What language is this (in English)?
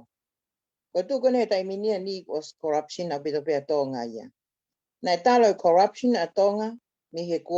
Tongan